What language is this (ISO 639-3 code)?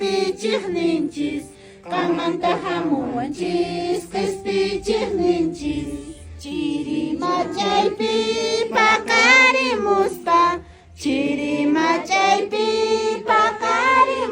que